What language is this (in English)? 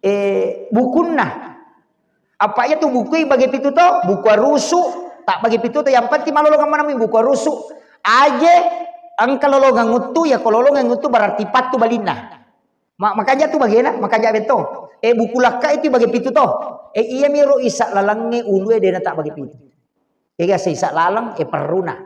Buginese